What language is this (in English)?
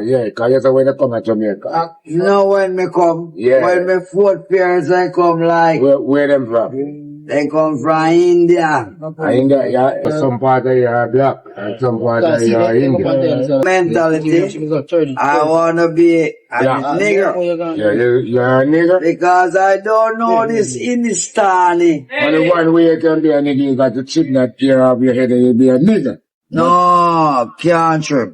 Jamaican Creole English